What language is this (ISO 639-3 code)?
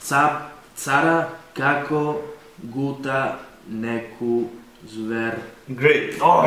slv